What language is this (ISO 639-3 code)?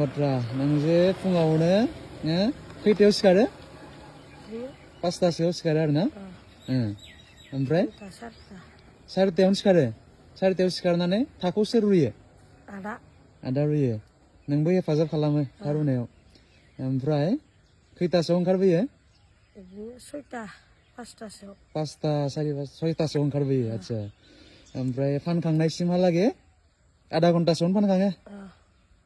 brx